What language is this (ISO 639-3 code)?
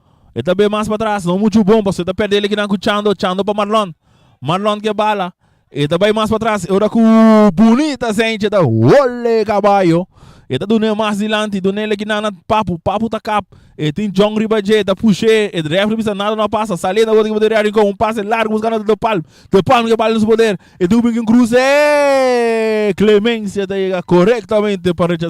pap